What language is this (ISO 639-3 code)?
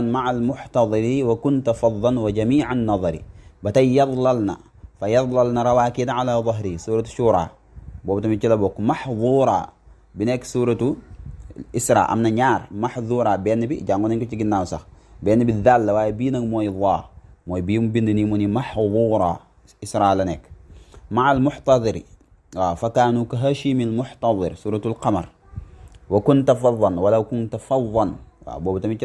wol